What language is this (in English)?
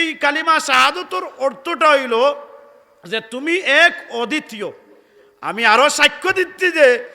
Sylheti